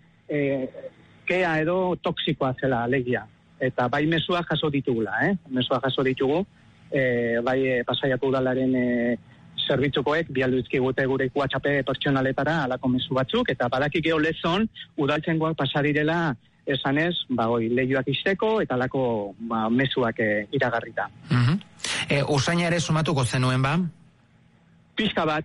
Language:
Basque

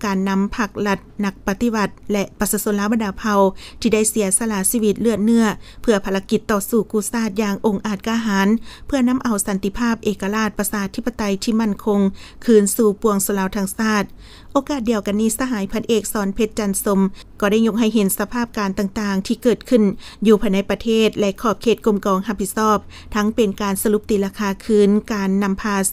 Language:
Lao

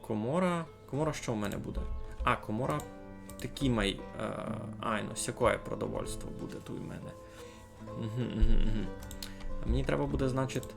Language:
Rusyn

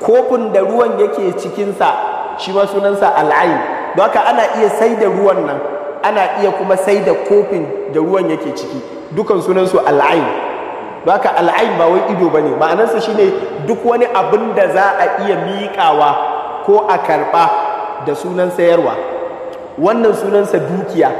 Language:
Hausa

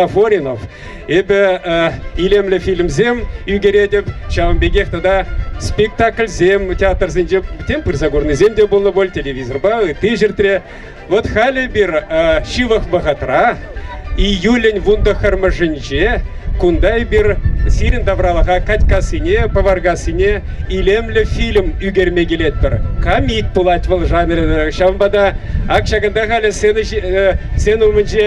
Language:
Chuvash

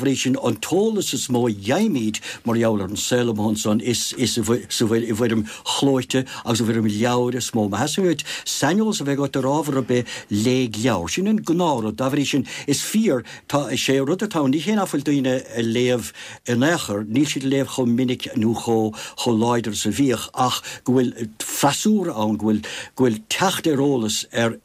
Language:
Irish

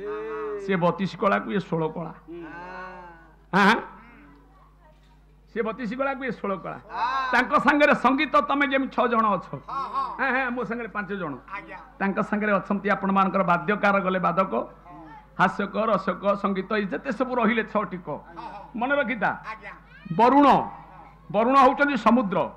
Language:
Odia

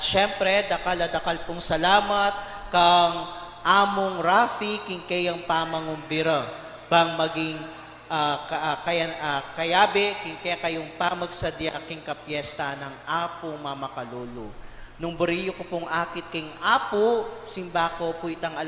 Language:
Pampanga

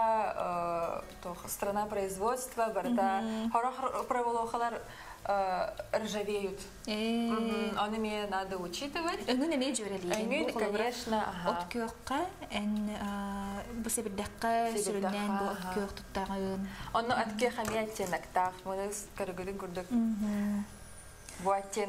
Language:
Yakut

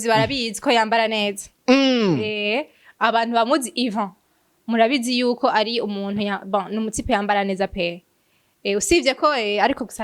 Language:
Rundi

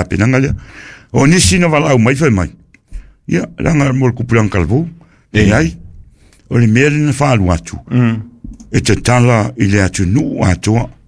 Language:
Samoan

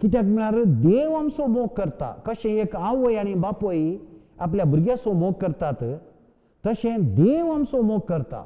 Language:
Konkani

